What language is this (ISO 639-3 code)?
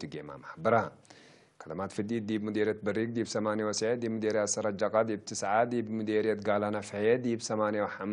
tig